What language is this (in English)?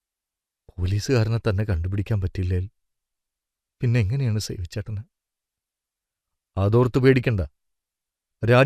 Malayalam